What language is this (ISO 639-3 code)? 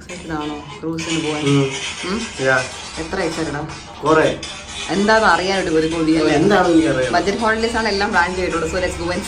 mal